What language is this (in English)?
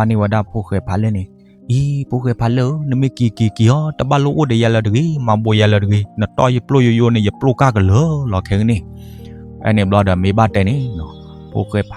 S'gaw Karen